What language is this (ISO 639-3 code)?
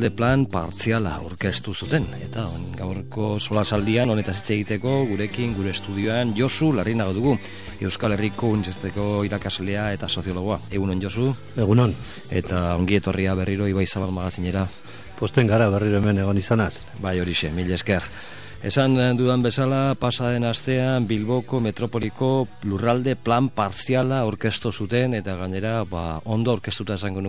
eus